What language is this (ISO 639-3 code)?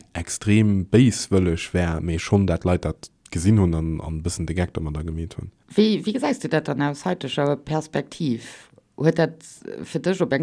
ltz